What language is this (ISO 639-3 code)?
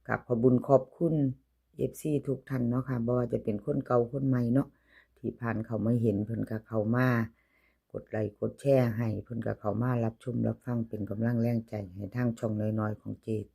tts